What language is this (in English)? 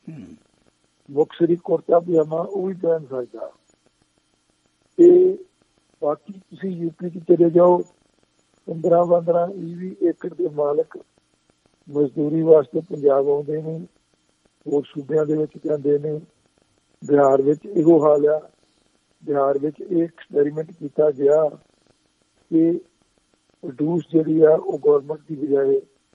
Punjabi